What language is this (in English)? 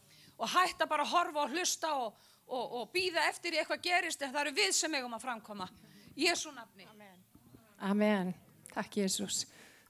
Icelandic